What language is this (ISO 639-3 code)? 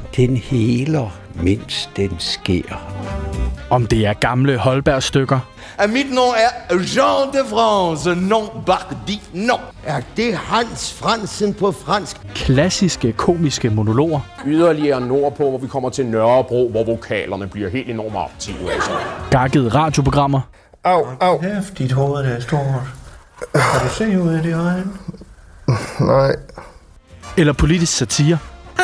dan